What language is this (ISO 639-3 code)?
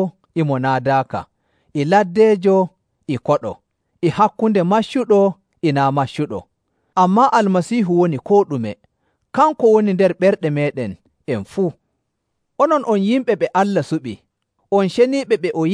fuv